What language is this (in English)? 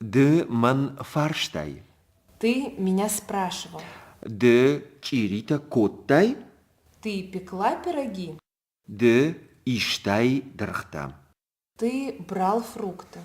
Ossetic